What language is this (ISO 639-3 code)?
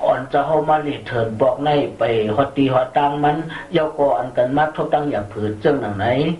shn